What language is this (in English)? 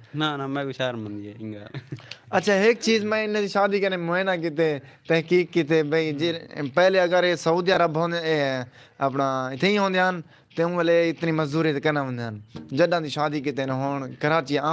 Saraiki